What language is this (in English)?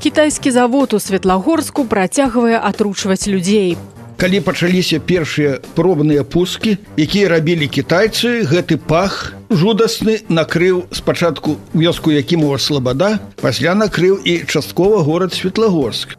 Belarusian